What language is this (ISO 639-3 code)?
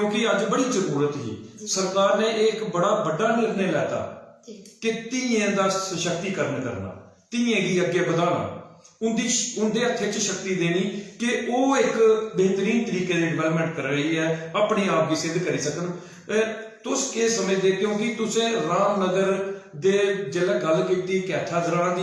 doi